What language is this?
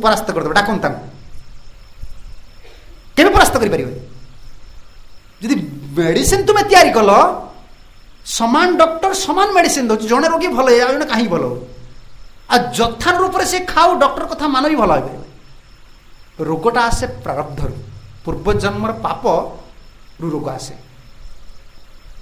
Odia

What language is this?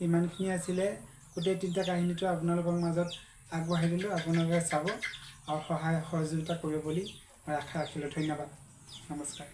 Assamese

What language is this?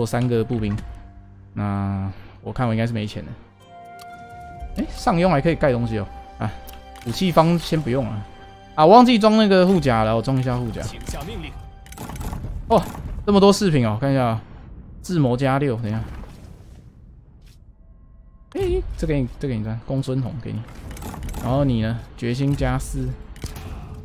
Chinese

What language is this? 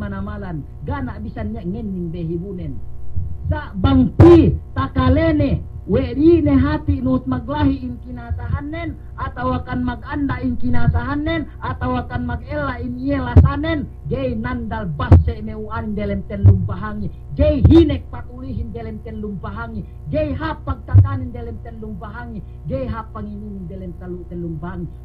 Yakan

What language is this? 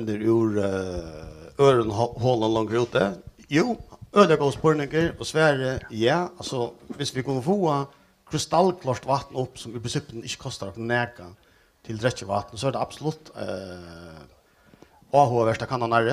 Faroese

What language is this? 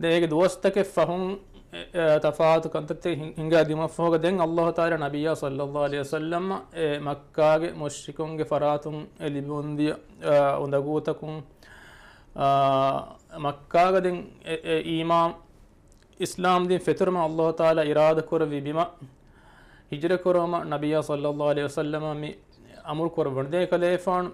Divehi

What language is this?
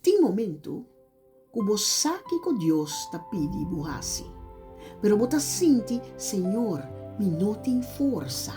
Papiamento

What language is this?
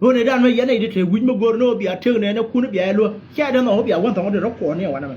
Nuer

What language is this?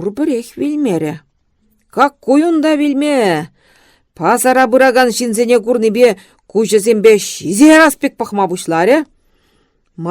Chuvash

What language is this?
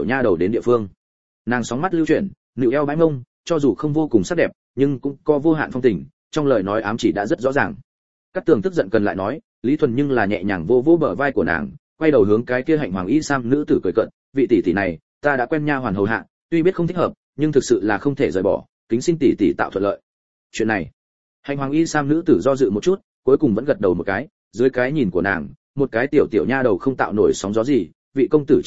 Vietnamese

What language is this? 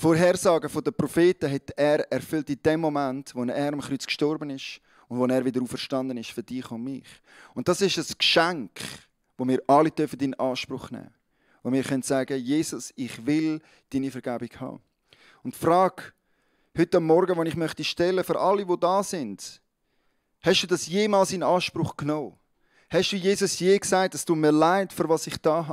Swiss German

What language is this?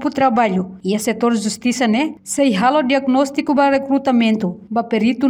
Tetum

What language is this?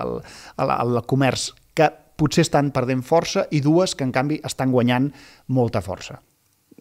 Catalan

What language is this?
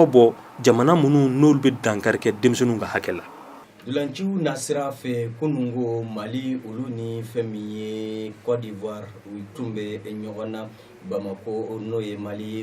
Bambara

